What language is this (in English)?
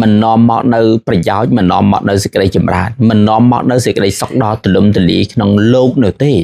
Khmer